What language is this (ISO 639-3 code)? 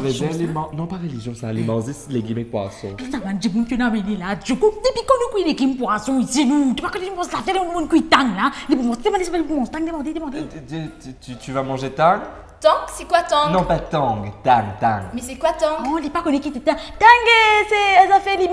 mfe